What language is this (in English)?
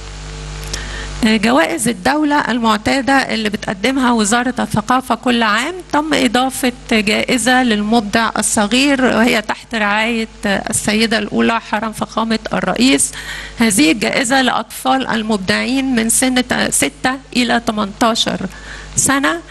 Egyptian Arabic